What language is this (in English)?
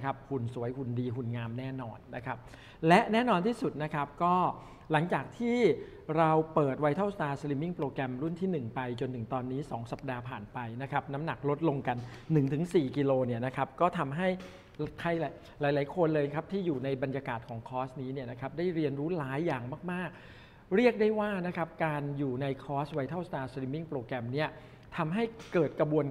Thai